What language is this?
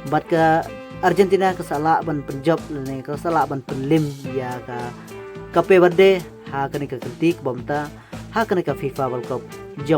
Khasi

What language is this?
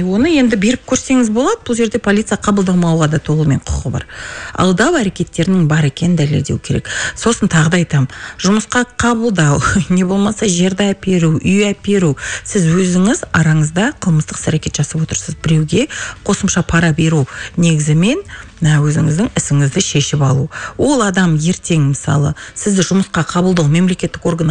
Kazakh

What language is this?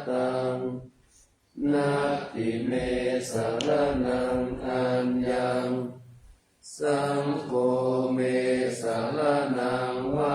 Pali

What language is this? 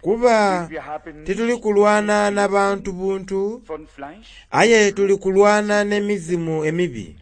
Soga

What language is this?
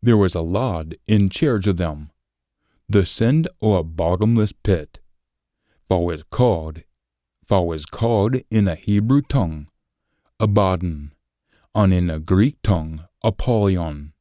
Scots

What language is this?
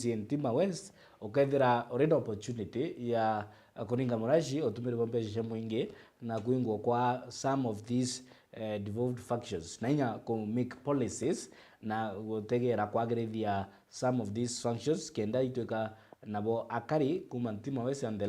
Meru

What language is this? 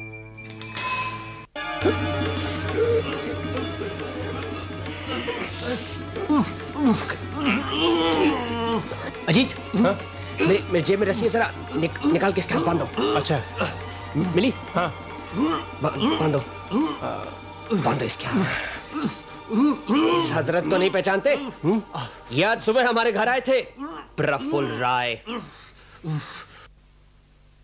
Hindi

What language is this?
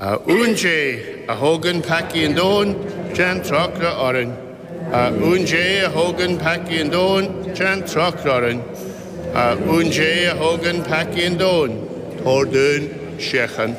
Irish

